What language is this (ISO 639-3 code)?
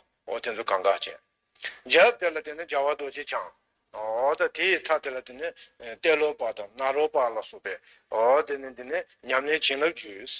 bod